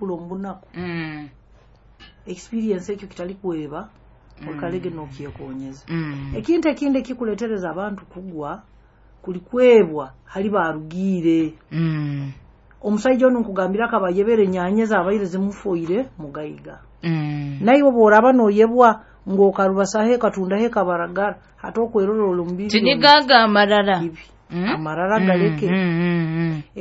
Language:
Nyoro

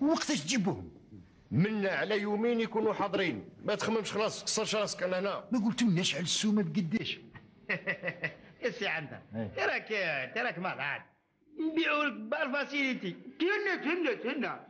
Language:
Algerian Arabic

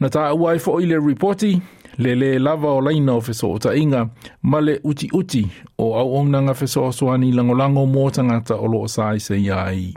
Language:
Samoan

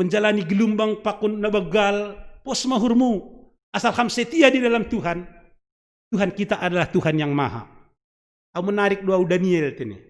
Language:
Batak Simalungun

